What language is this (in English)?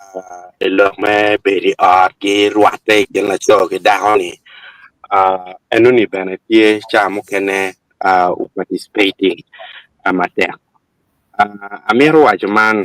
Acoli